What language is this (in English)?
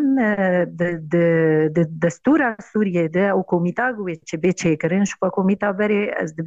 Kurdish